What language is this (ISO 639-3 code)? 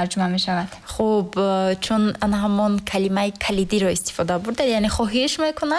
tgk